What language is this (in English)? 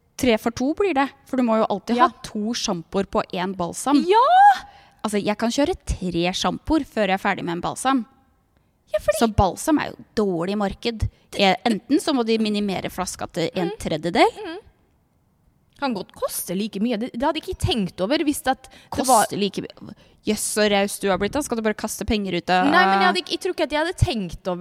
Norwegian